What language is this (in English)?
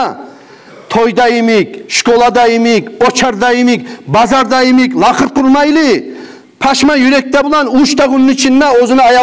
Kumyk